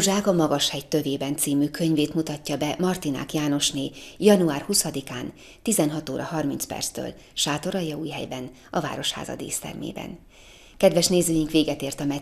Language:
Hungarian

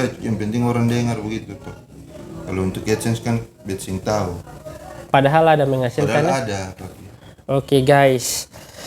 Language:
Ambonese Malay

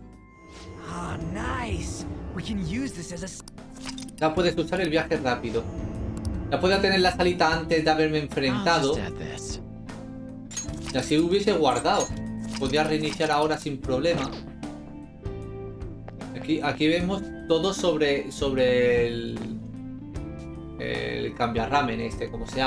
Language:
Spanish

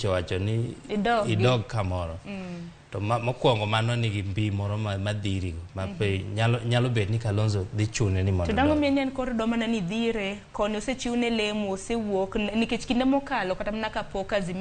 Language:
Luo (Kenya and Tanzania)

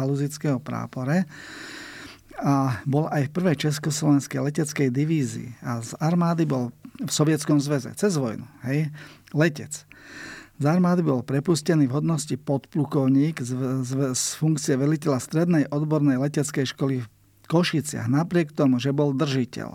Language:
Slovak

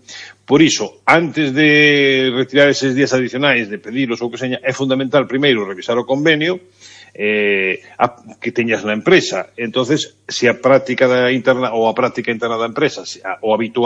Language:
Galician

